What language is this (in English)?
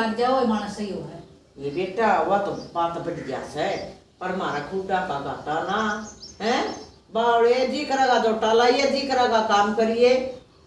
Haryanvi